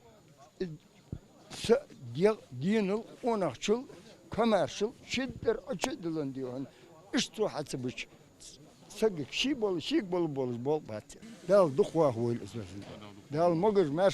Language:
Ingush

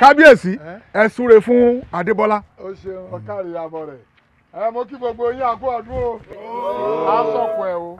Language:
Yoruba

